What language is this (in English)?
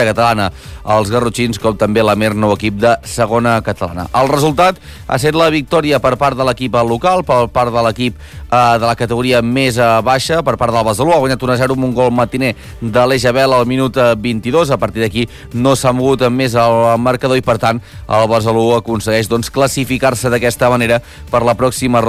Catalan